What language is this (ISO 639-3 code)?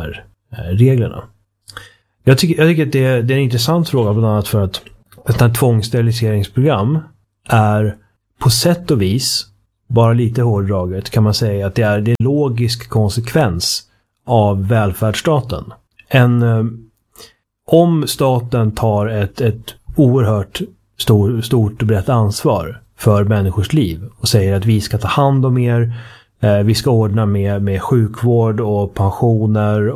swe